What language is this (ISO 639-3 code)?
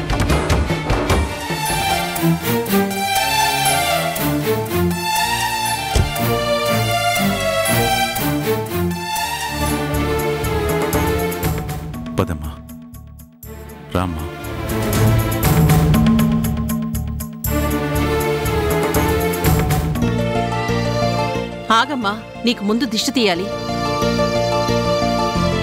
tel